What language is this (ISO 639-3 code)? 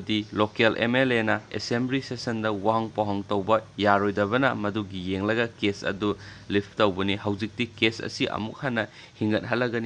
mni